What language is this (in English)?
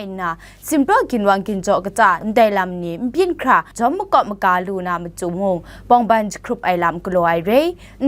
Kachin